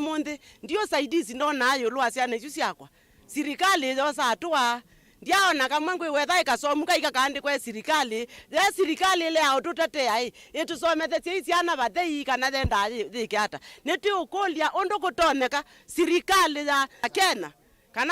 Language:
Kamba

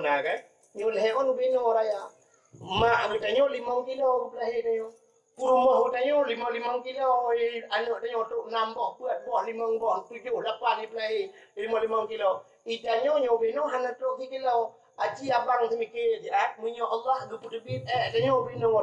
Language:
Achinese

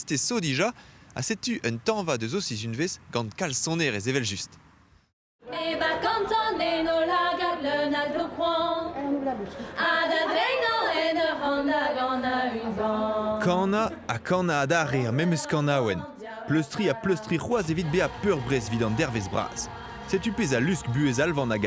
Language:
Breton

